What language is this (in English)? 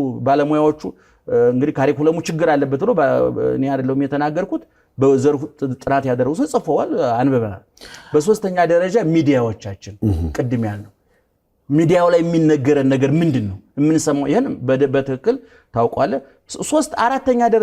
Amharic